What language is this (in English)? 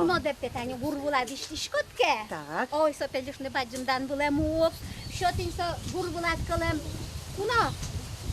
Udmurt